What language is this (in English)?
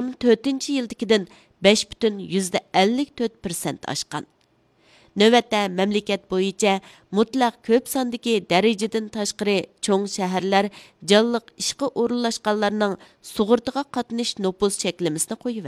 Uyghur